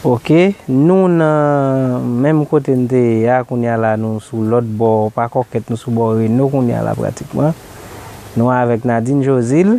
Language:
Haitian Creole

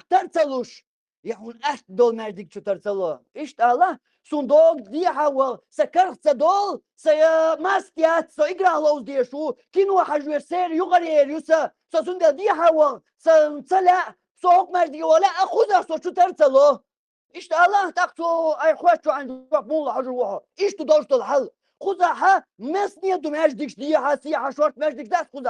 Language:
Chechen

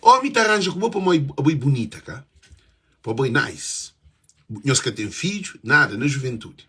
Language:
Kabuverdianu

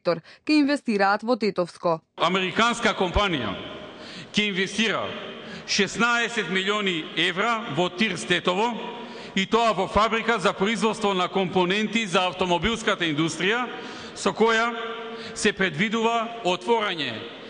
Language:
Macedonian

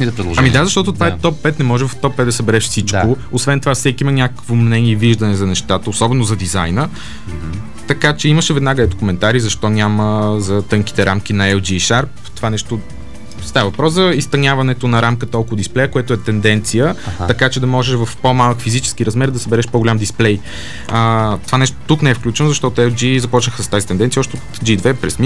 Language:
Bulgarian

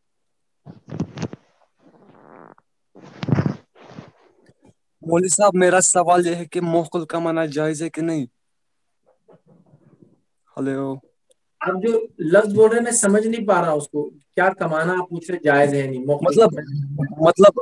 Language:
Urdu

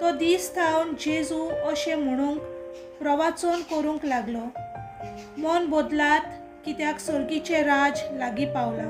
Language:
Konkani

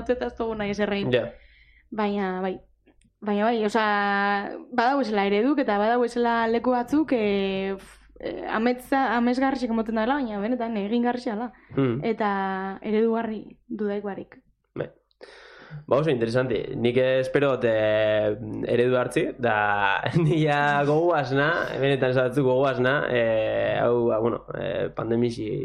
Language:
Basque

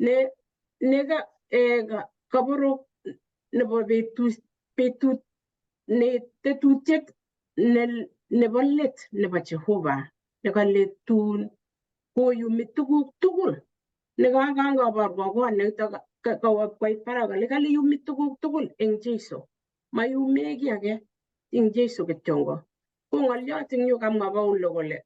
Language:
Kalenjin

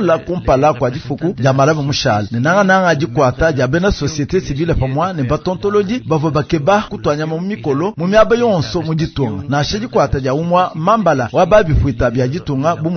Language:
Luba-Lulua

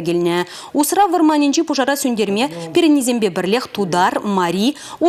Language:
Chuvash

